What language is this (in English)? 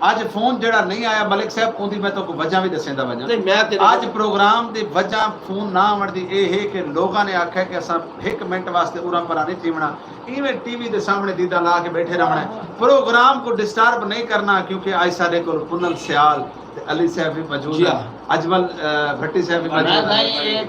Saraiki